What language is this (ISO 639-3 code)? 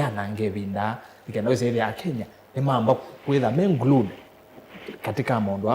kam